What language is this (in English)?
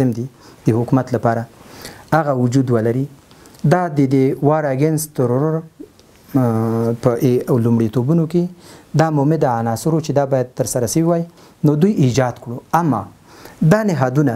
Pashto